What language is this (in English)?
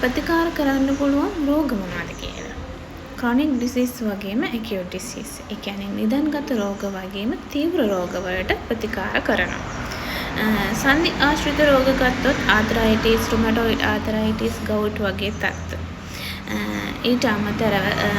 Sinhala